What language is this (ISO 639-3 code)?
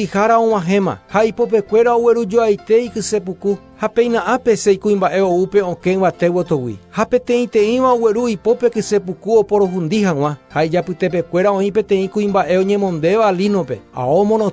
grn